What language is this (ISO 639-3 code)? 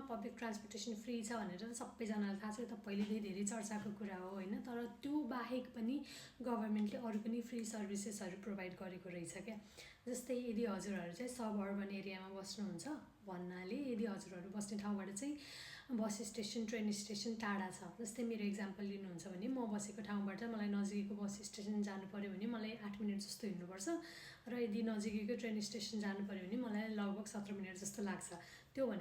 nep